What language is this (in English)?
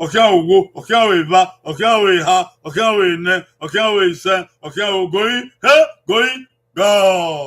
Bini